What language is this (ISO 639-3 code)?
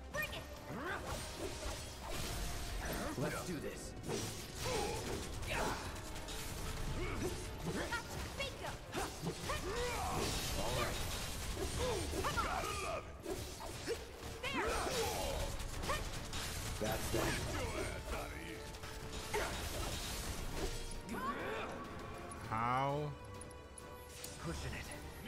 eng